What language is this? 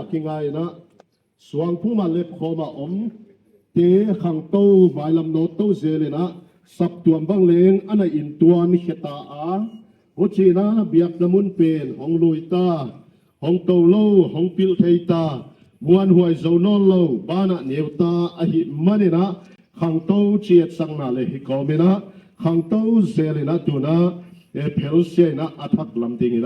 Tedim Chin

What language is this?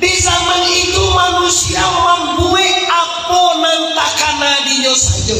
Minangkabau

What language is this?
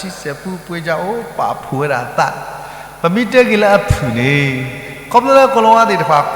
S'gaw Karen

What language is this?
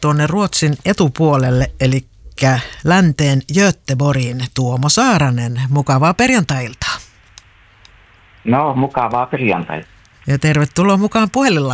Finnish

